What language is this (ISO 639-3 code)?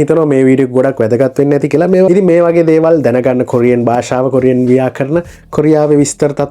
sin